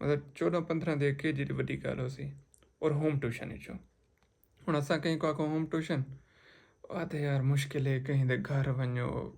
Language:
Saraiki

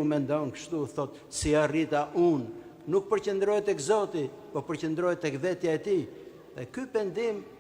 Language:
Albanian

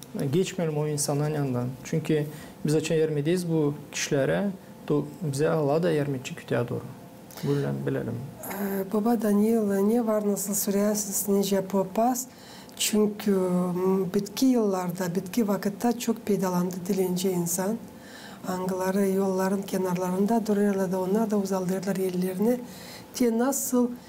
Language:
Gagauz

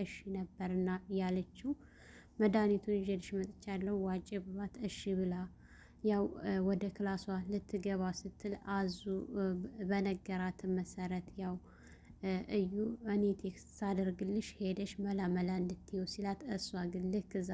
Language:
Amharic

